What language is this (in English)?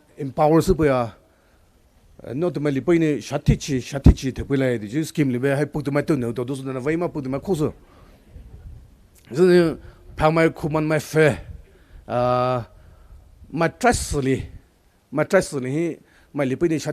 Poumei Naga